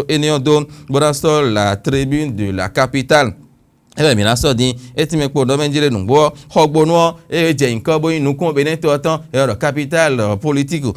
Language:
Fon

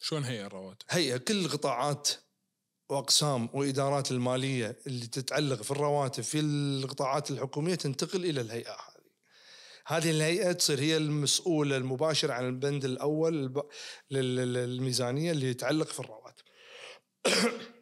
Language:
Najdi Arabic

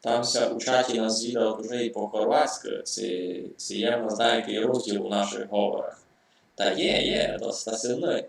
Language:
Rusyn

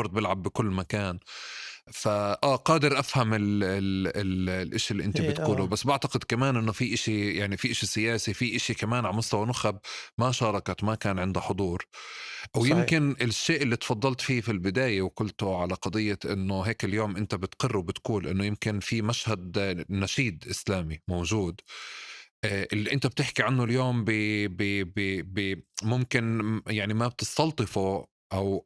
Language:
North Levantine Arabic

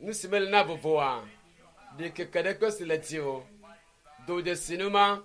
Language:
Ewe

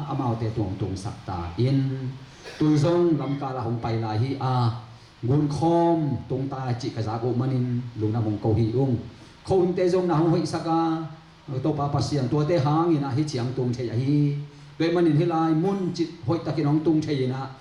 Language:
Tedim Chin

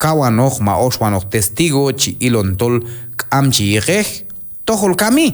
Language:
Q'anjob'al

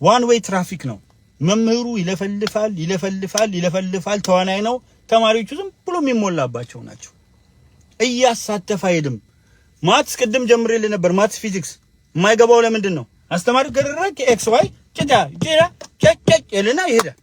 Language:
Amharic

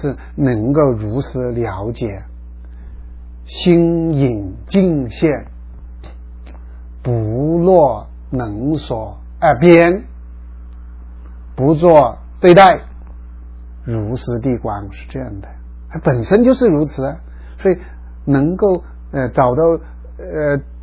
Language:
Chinese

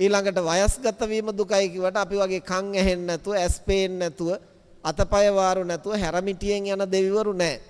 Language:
Sinhala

